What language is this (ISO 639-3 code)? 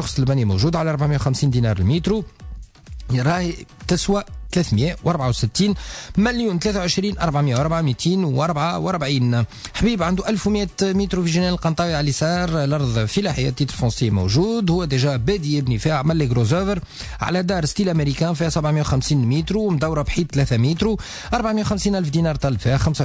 aeb